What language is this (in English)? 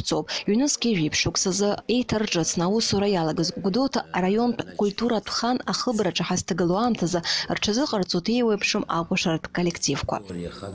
Abkhazian